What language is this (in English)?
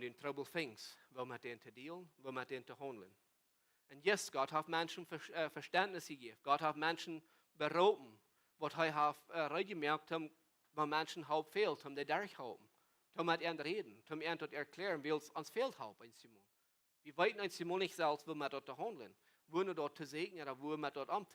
Plautdietsch